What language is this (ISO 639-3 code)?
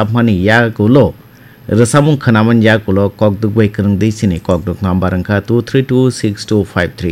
trp